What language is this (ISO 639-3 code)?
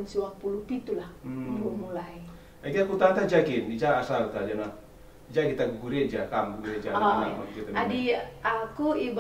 btx